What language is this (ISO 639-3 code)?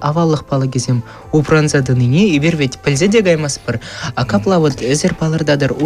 chv